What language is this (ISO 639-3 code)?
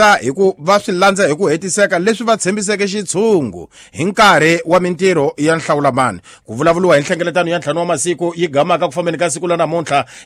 tso